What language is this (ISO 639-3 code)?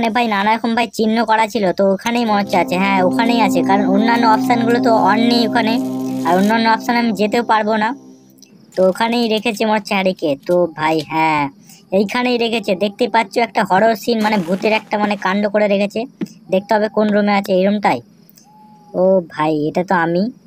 ben